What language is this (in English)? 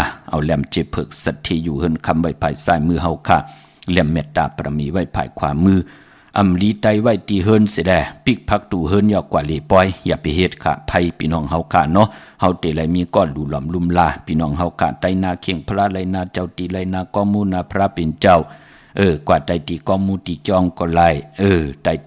Shan